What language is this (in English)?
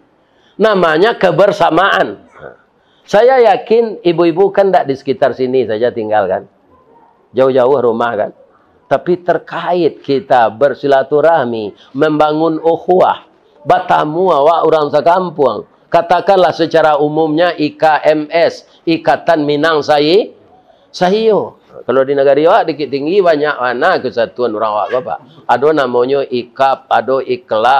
Minangkabau